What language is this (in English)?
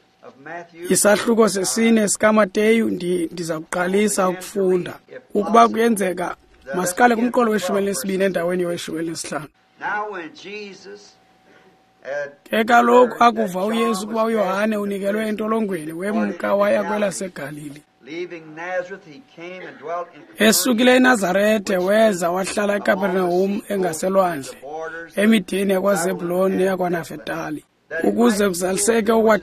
Xhosa